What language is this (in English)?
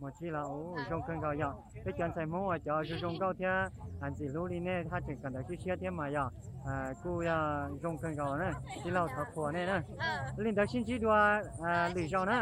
Hmong